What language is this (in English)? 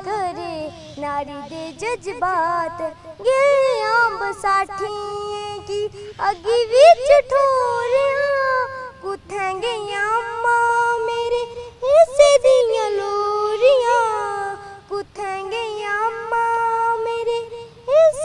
Dogri